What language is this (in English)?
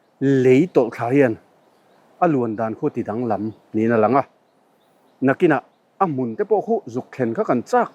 Mizo